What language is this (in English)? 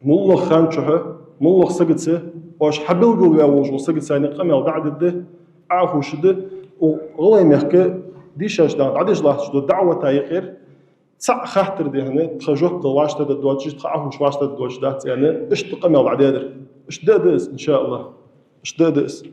Ingush